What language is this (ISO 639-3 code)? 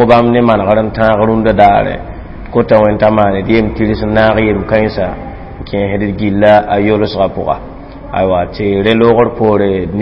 mos